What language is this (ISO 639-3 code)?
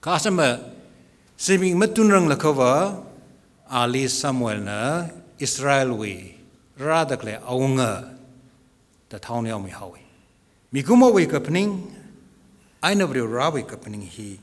nmf